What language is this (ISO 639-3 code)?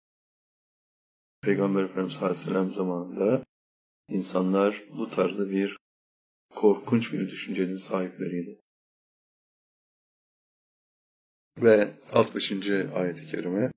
tur